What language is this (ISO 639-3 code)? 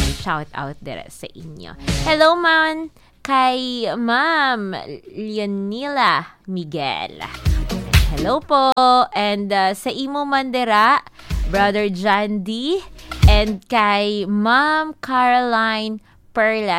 hil